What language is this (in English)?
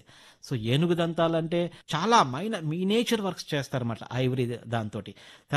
Telugu